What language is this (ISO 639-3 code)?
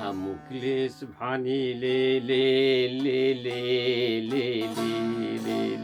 kur